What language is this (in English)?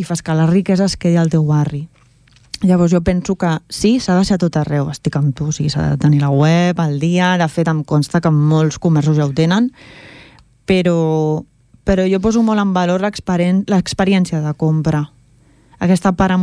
Catalan